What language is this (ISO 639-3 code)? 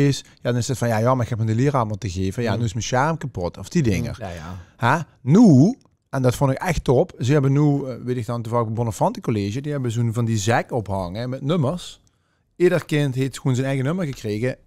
lim